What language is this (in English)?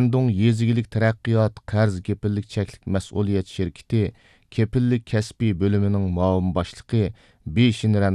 Uyghur